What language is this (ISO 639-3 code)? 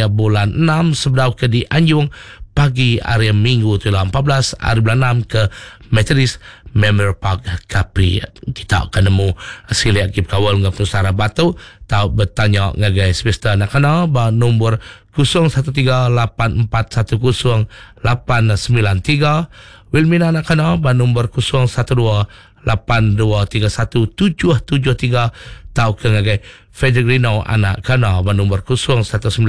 iba